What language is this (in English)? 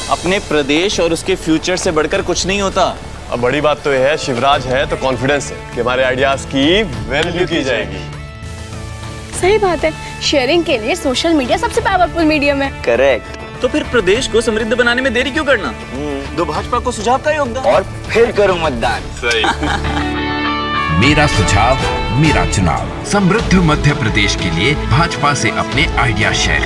Hindi